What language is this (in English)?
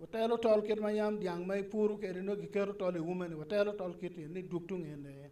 Acoli